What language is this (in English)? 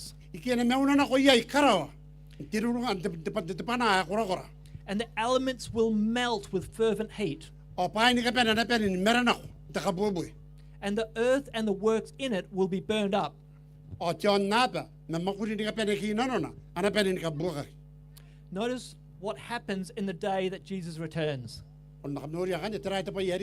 Gilbertese